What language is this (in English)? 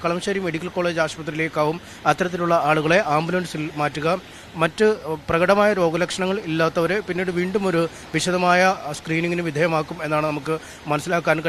Malayalam